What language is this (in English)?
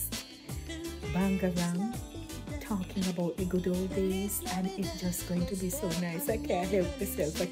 Jamaican Creole English